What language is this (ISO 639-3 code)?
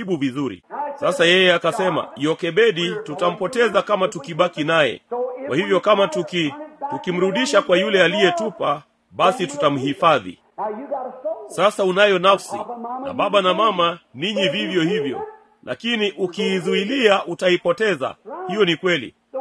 swa